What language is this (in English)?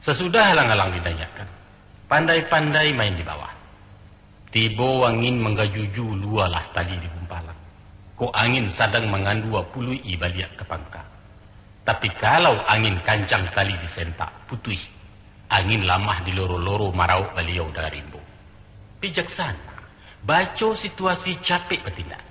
Minangkabau